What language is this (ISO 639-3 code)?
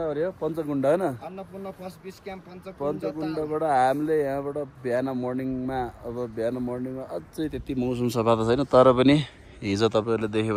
nep